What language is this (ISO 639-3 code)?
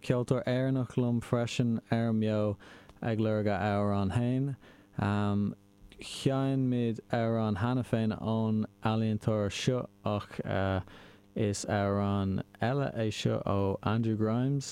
gle